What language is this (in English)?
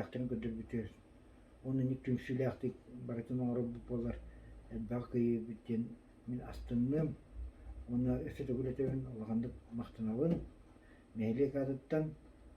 Yakut